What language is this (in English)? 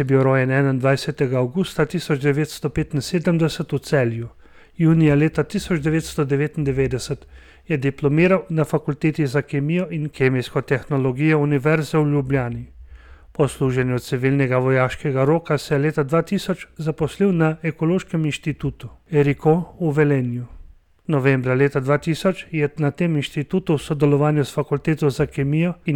Slovenian